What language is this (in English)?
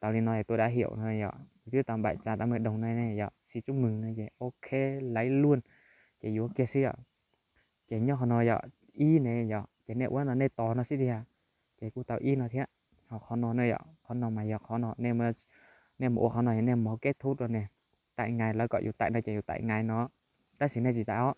Hmong